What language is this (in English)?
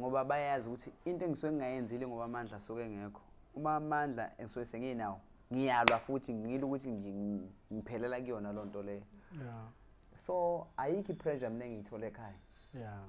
Zulu